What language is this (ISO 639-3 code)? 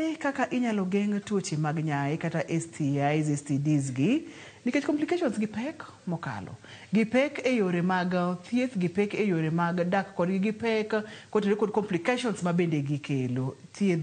luo